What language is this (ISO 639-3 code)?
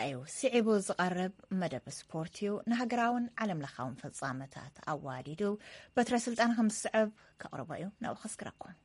tir